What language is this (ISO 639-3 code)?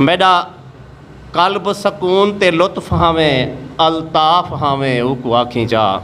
skr